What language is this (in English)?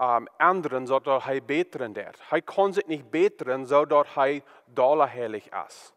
Plautdietsch